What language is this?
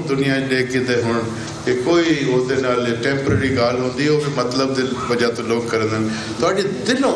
Saraiki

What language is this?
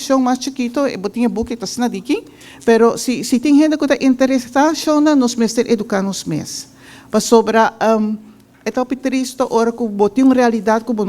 Papiamento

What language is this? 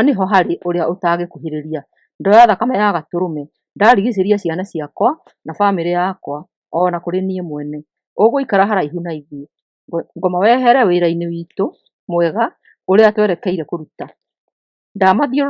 Kikuyu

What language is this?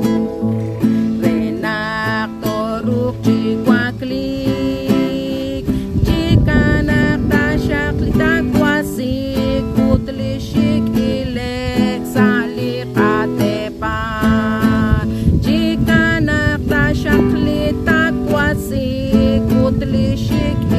Kekchí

